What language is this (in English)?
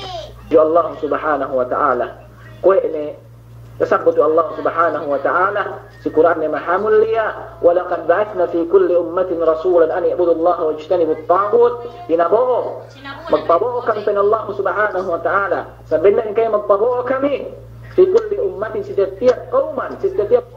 Yakan